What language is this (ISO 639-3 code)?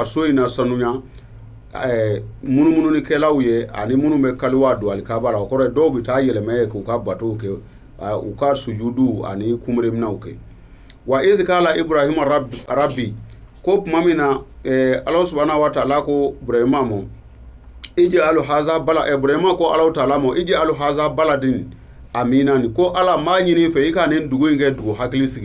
bam